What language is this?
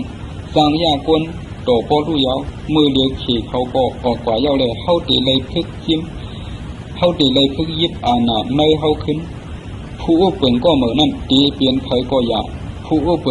Shan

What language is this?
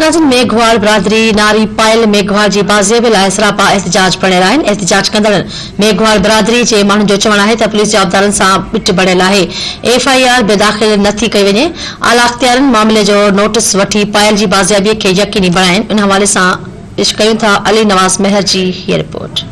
Sindhi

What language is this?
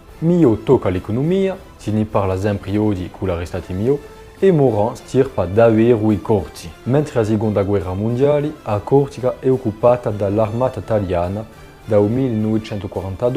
Corsican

